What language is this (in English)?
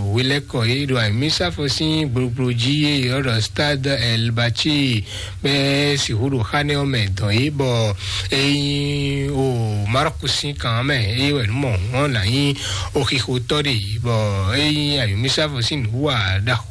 Fon